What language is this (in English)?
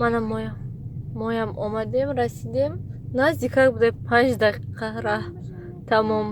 Tajik